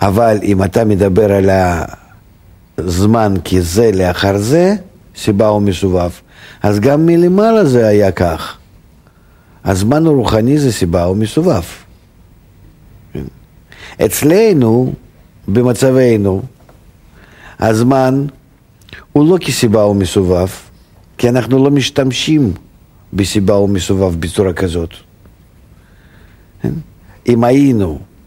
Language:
Hebrew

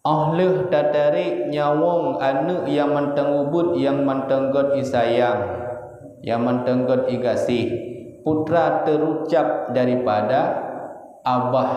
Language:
Achinese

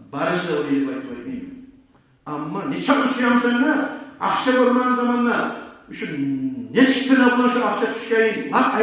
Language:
Kumyk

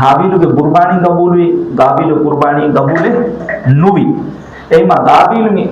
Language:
Divehi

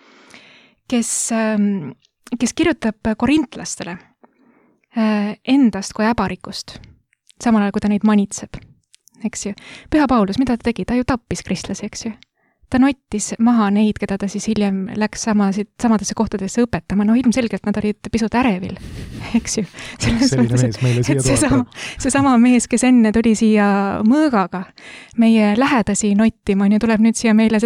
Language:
Estonian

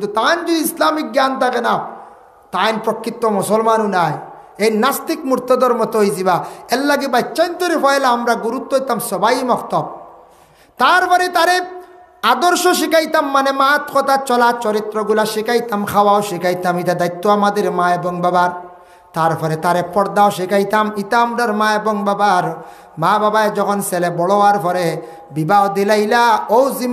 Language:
Sylheti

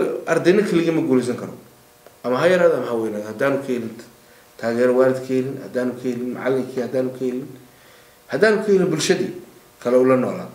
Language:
Somali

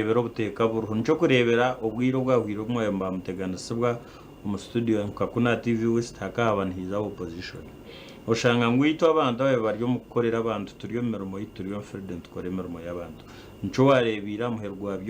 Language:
Nyankole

